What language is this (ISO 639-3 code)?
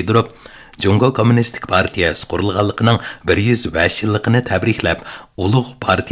uig